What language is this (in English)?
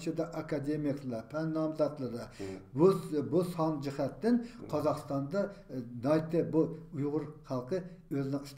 Uyghur